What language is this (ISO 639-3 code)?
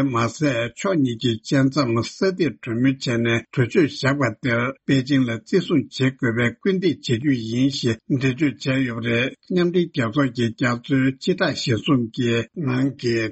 bod